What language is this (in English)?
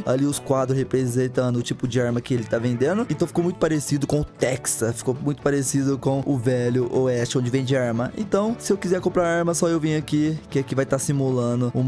Portuguese